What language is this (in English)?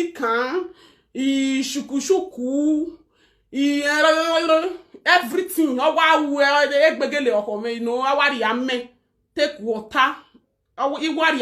Nigerian Pidgin